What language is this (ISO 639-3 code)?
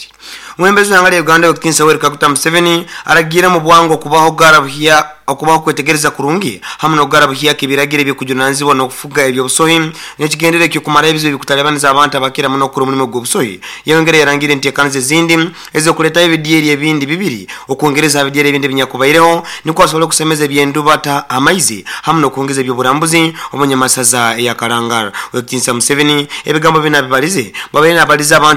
nyo